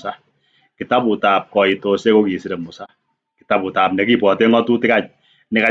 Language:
Kalenjin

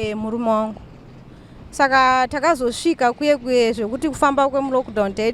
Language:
Shona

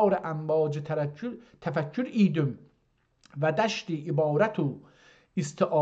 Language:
South Azerbaijani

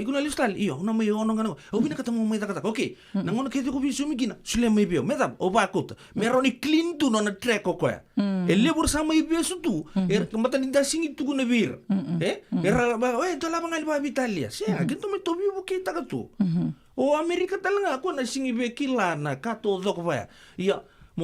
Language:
Fijian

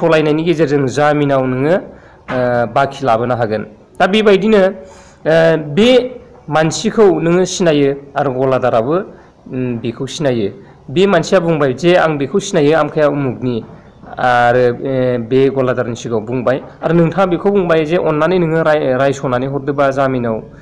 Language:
Bodo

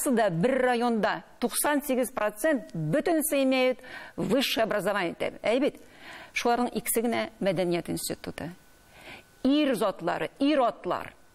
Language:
Tatar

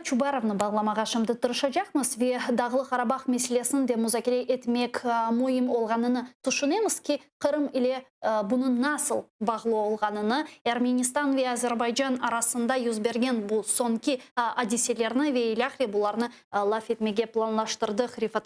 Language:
Crimean Tatar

